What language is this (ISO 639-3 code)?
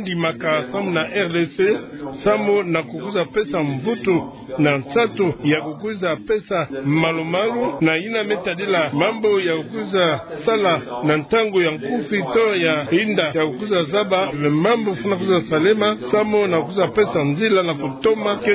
ktu